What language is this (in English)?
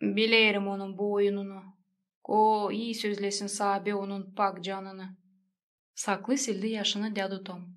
Gagauz